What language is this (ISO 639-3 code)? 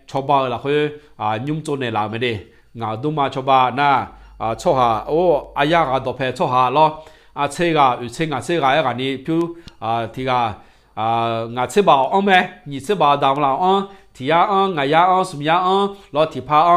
ahk